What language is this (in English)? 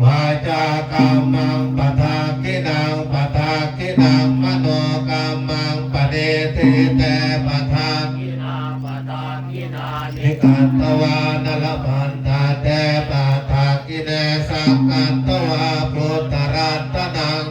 Pali